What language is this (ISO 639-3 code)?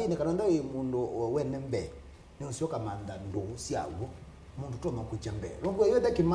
kam